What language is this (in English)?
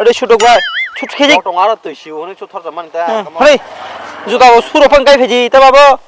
Kok Borok